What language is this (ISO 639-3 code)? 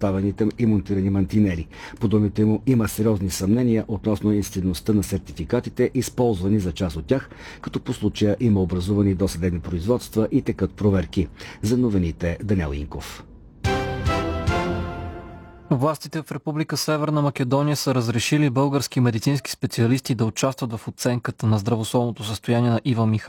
bul